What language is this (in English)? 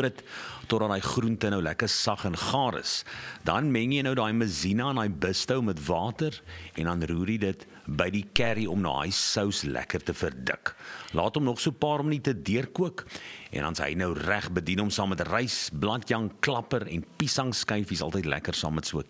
Afrikaans